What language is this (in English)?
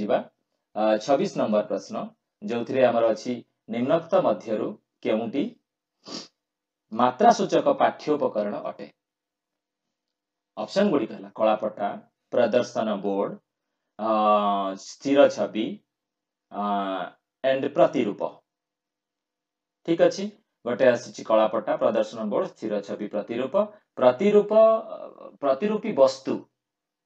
Odia